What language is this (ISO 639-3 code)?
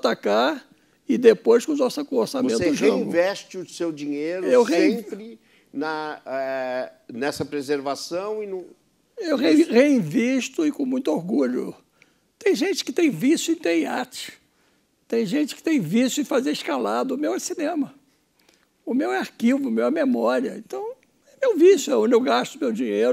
por